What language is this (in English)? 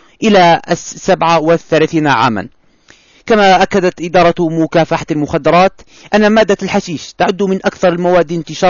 Arabic